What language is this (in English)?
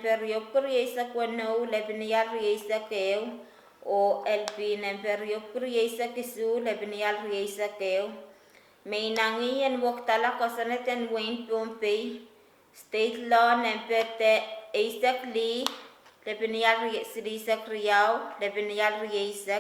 Pohnpeian